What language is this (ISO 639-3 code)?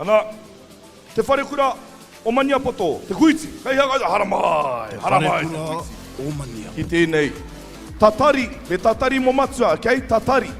mri